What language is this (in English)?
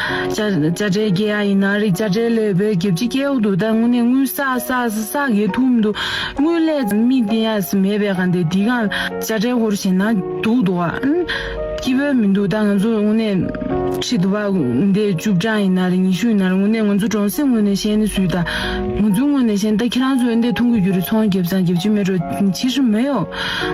Tibetan